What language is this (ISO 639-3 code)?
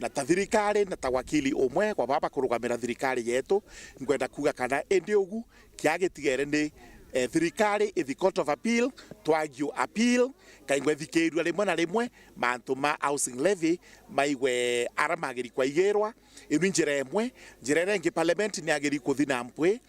mer